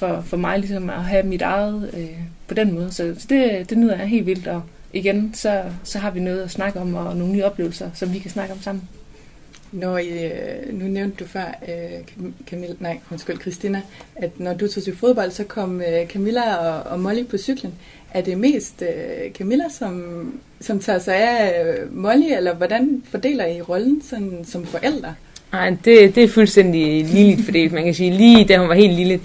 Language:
Danish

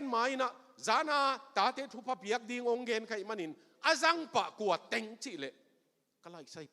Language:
Tedim Chin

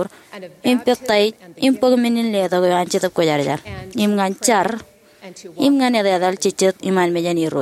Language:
Marshallese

